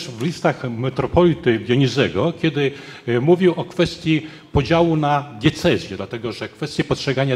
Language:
Polish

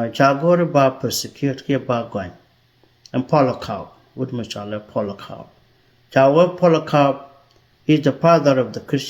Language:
Nuer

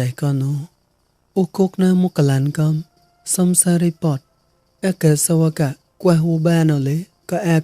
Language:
Mon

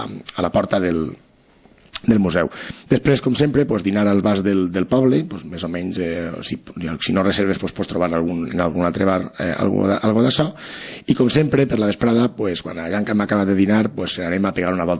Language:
Catalan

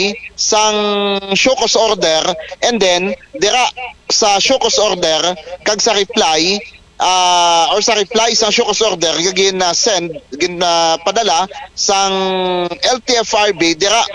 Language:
Hiligaynon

